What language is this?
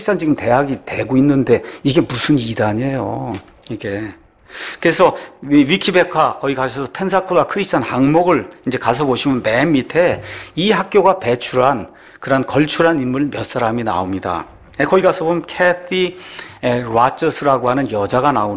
Korean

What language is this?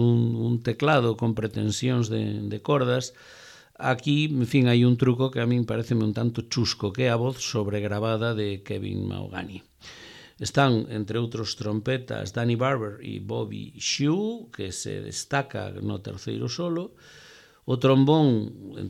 Galician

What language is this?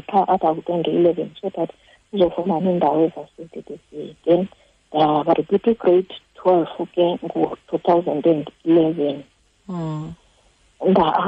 Xhosa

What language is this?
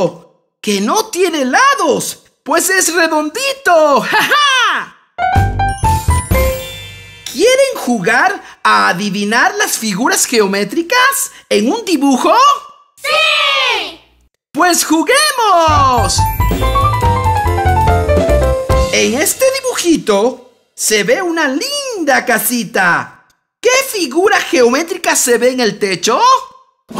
Spanish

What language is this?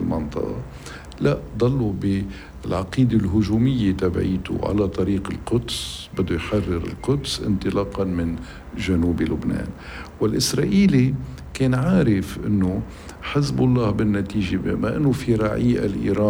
North Levantine Arabic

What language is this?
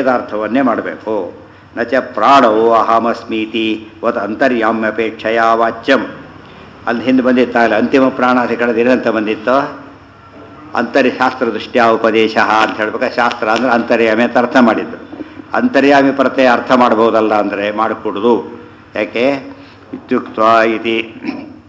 Kannada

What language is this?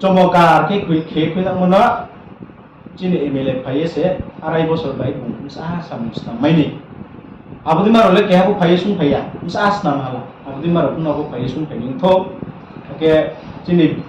Riang (India)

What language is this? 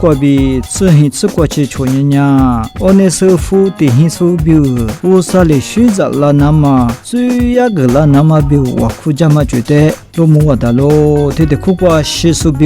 Lisu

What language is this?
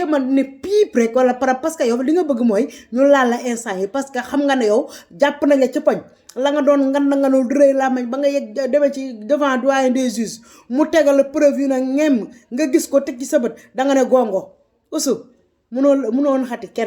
Wolof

